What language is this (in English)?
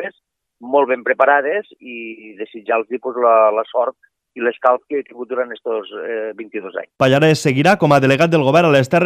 Catalan